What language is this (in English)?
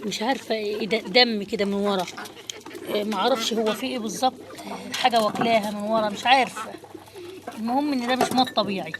Egyptian Arabic